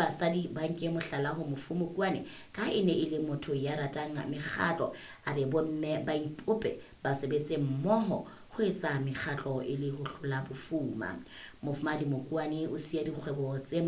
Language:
Southern Sotho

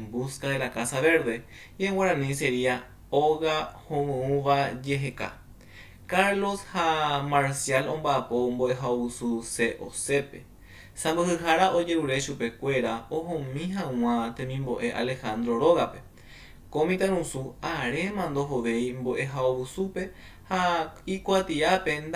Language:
Guarani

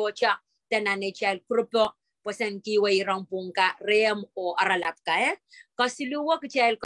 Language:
Pohnpeian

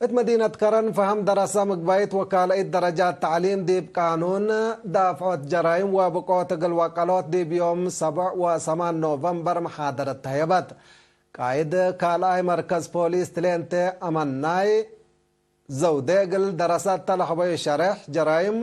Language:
Tigre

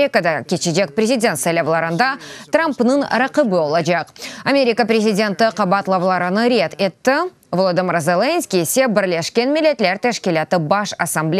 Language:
Crimean Tatar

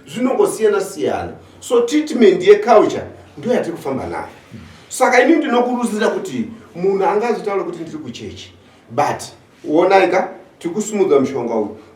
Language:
Shona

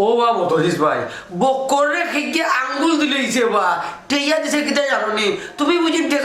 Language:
Sylheti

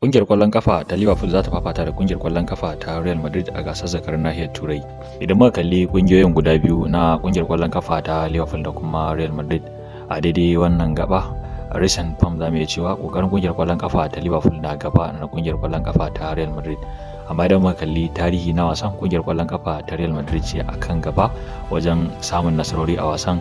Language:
Hausa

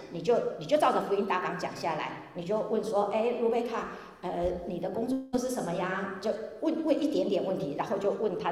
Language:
Chinese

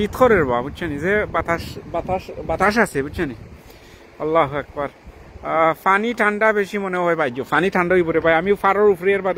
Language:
Sylheti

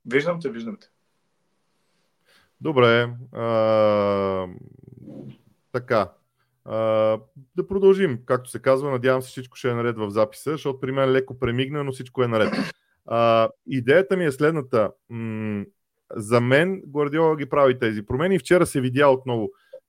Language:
Bulgarian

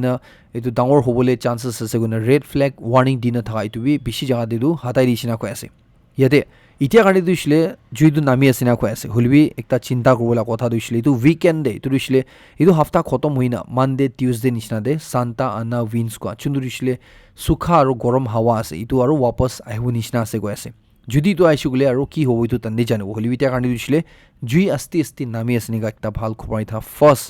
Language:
Naga Pidgin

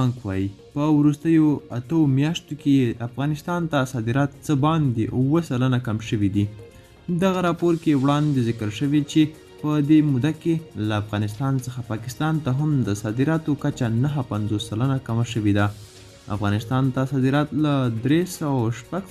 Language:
Pashto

